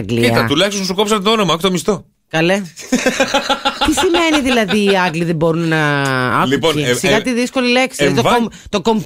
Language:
Greek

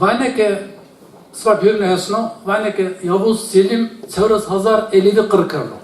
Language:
Zaza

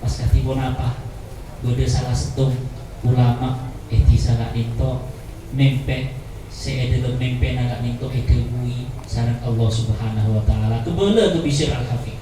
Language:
Madurese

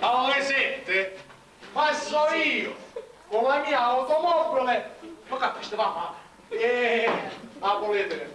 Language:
Sicilian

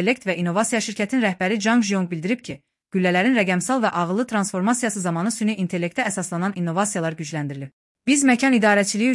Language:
Azerbaijani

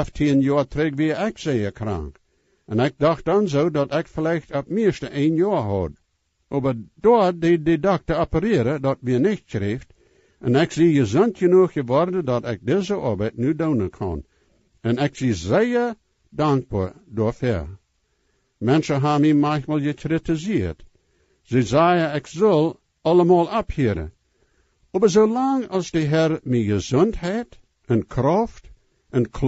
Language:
Plautdietsch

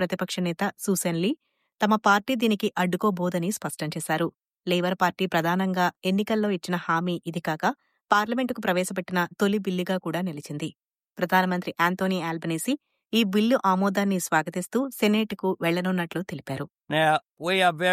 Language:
Telugu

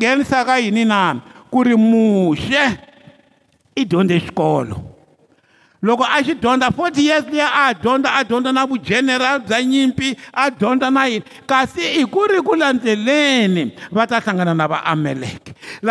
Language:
Tsonga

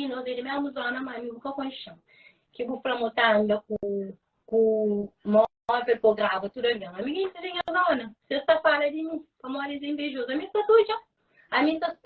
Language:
Kabuverdianu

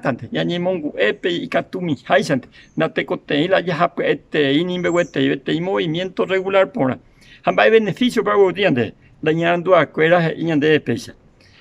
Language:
Guarani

